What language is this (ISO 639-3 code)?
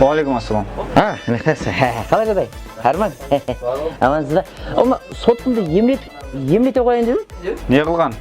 kaa